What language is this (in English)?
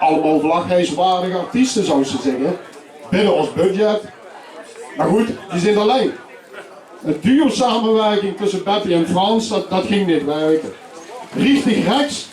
Limburgish